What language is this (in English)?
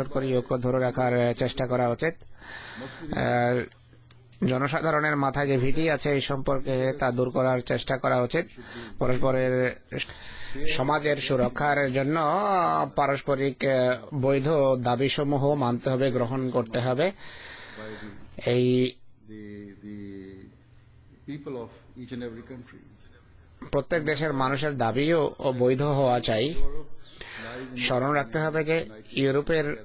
Bangla